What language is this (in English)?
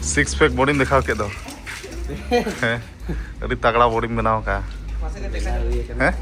Santali